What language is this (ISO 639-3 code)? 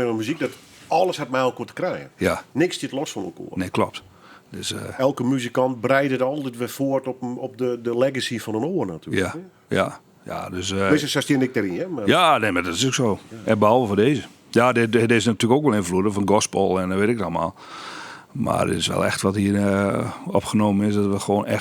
fry